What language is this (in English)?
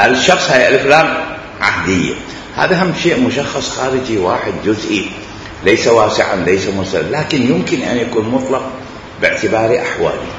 Mesopotamian Arabic